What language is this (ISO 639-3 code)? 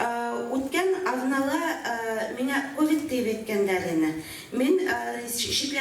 bak